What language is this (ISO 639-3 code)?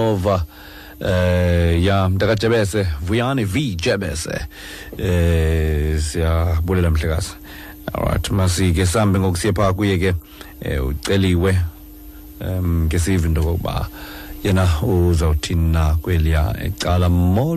xho